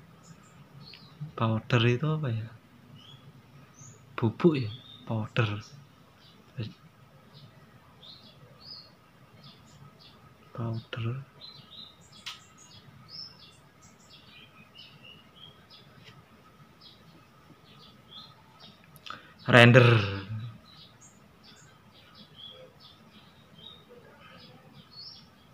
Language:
Indonesian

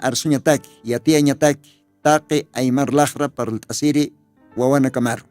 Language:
Aymara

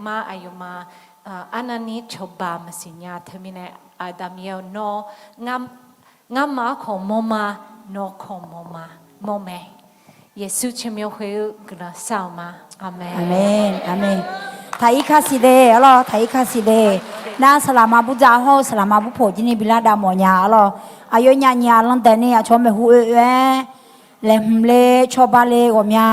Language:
Akha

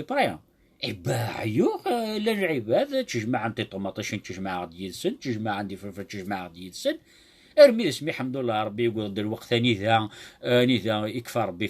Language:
Kabyle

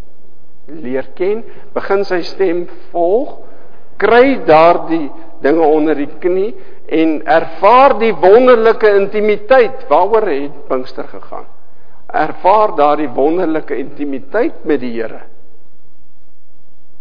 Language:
Afrikaans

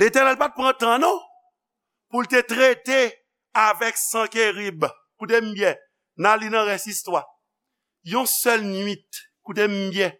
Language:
Haitian Creole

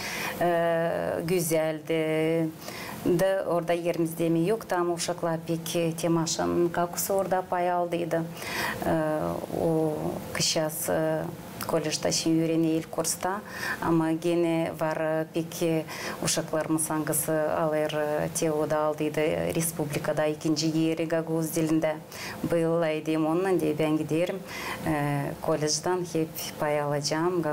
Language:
Gagauz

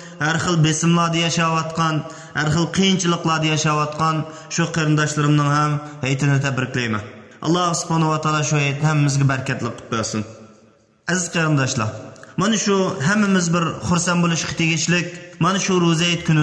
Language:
Uyghur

